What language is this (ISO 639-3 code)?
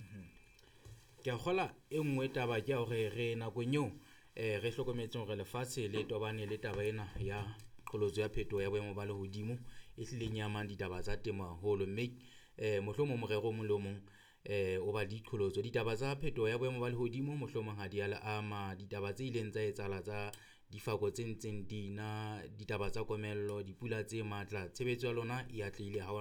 sot